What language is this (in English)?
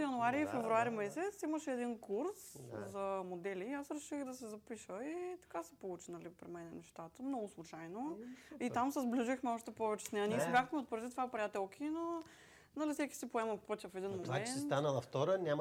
Bulgarian